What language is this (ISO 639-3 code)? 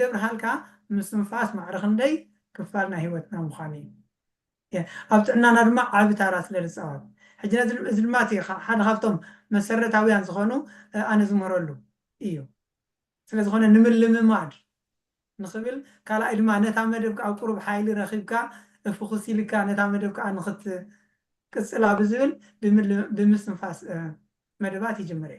tir